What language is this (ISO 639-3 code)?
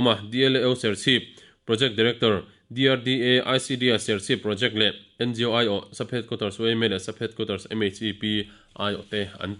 lus